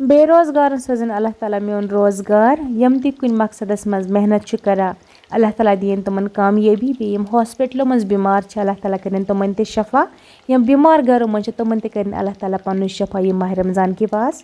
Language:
Kashmiri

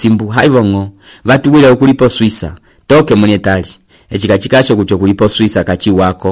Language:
Umbundu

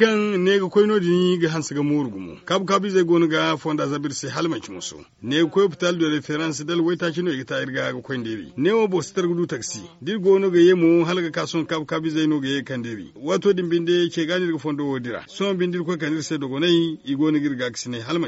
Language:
Zarma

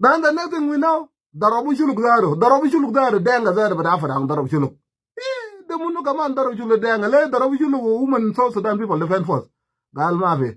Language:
Nuer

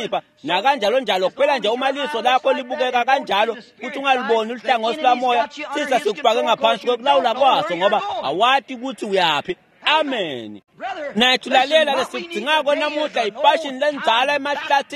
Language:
Swati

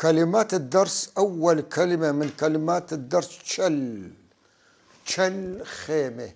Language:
North Levantine Arabic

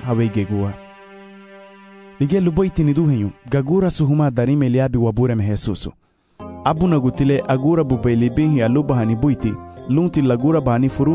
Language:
Garifuna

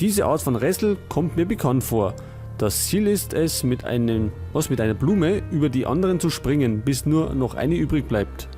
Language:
Bavarian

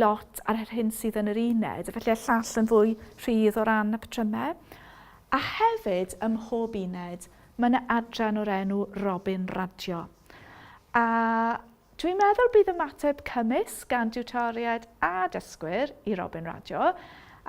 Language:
Welsh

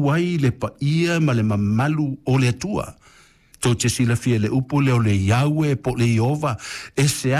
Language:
Samoan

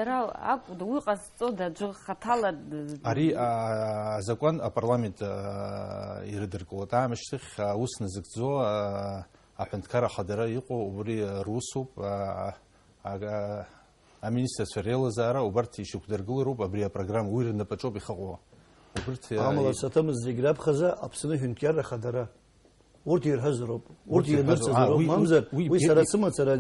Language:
Abkhazian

